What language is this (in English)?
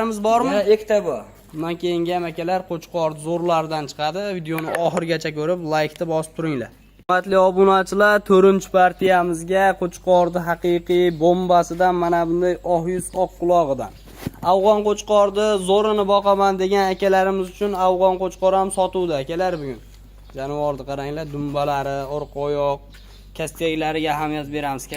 Uzbek